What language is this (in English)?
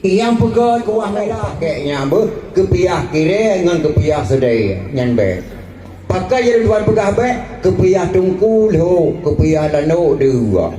Achinese